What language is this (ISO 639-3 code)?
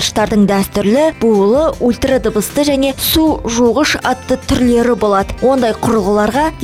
kaz